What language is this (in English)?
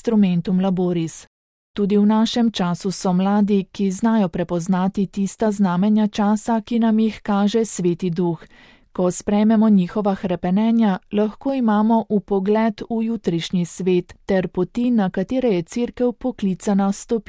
Slovenian